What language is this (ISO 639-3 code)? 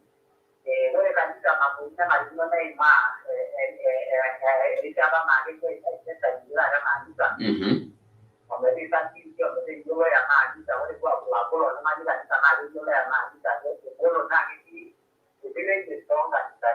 mas